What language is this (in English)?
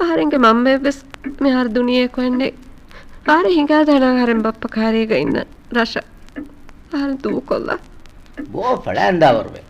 Divehi